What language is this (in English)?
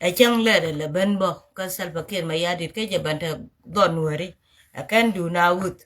Nuer